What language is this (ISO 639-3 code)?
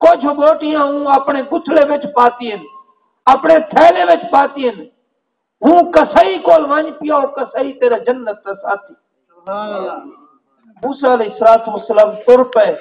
skr